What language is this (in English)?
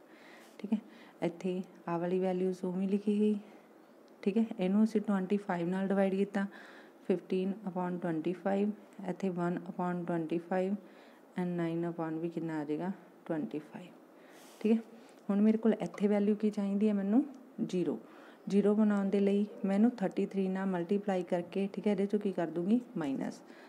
Punjabi